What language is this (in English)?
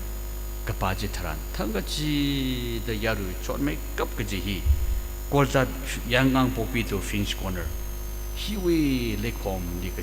Tangkhul Naga (India)